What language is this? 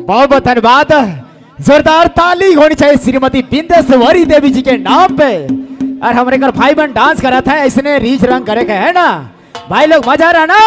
Sadri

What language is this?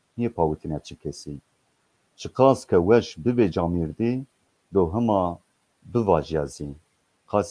Zaza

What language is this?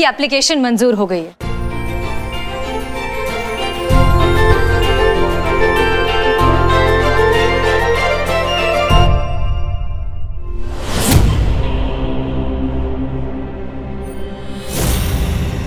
Hindi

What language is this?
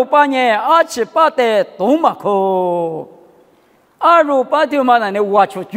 Lisu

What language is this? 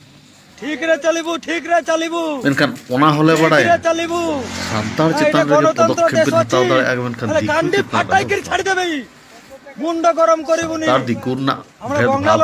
Santali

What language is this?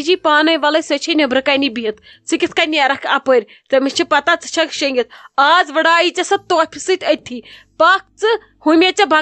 Kashmiri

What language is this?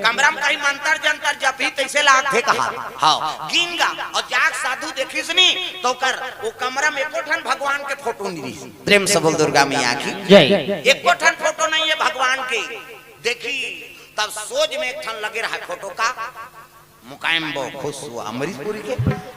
Chhattisgarhi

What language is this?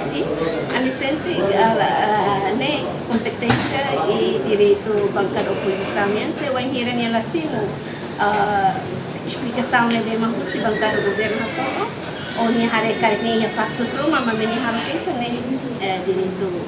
Tetum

